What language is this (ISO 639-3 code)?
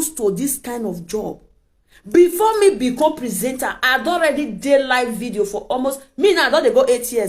pcm